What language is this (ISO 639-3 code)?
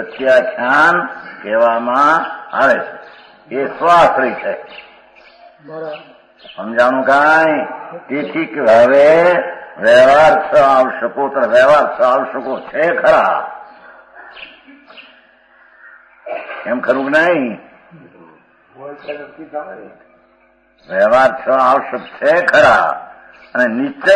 guj